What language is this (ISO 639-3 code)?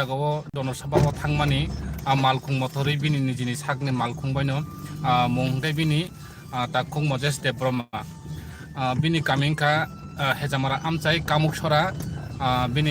trp